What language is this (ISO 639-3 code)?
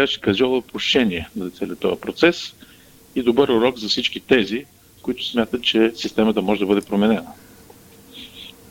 bul